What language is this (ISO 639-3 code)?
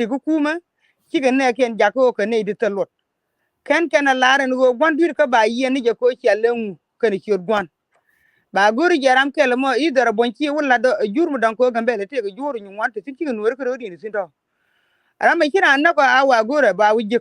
nus